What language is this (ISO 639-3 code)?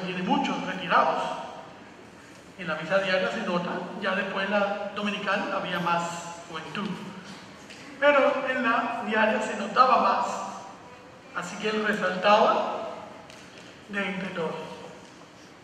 spa